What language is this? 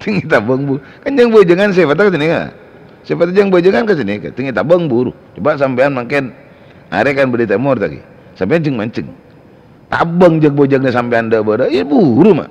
Madurese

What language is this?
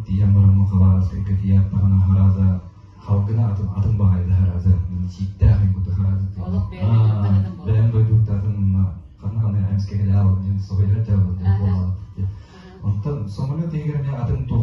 Yakut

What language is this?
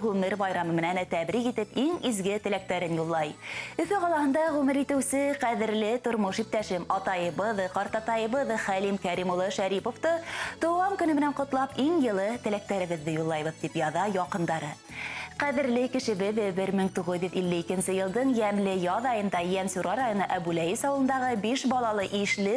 Bashkir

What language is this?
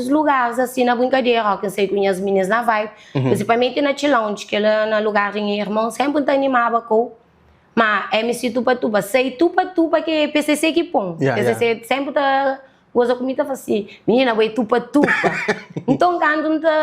Kabuverdianu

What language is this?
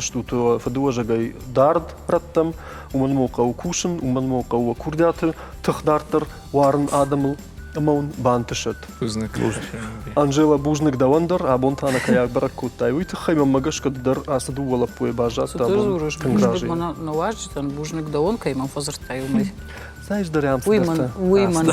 Ossetic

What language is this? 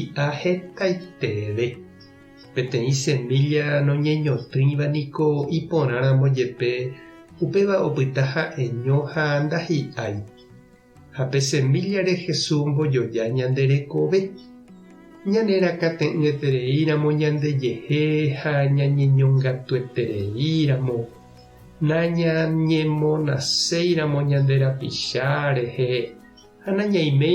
Guarani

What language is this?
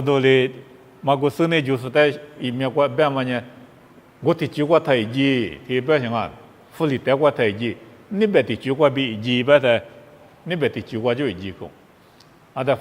Lisu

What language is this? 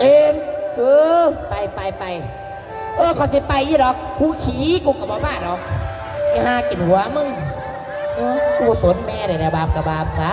Northeastern Thai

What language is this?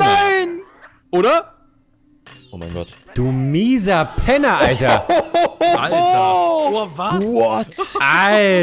German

